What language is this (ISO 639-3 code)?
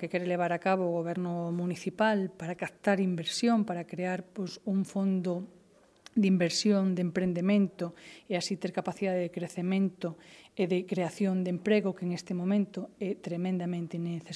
glg